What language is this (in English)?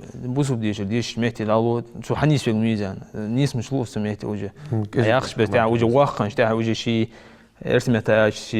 Ingush